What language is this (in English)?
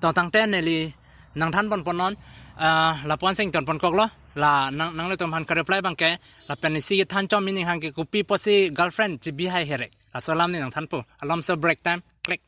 Karbi